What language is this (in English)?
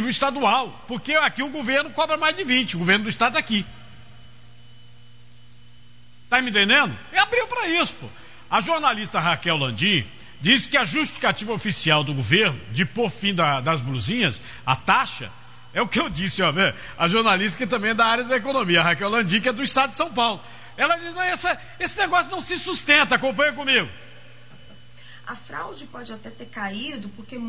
Portuguese